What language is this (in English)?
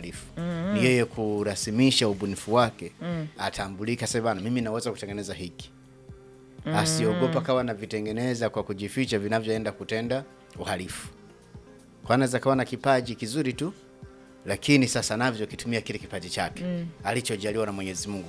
Swahili